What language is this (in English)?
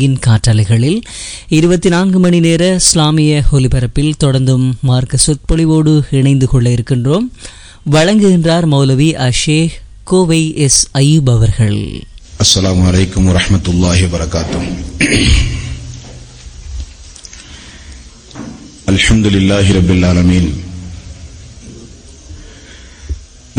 Tamil